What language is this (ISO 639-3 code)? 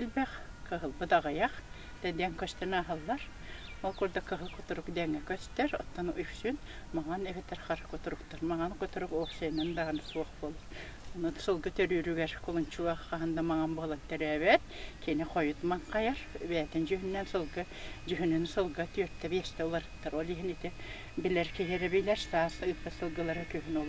sah